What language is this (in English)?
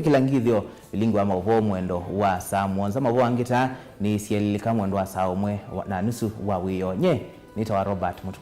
Kamba